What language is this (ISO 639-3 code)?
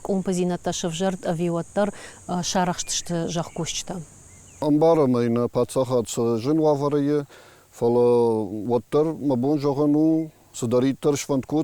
oss